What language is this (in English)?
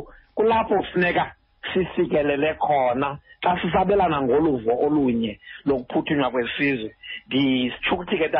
Xhosa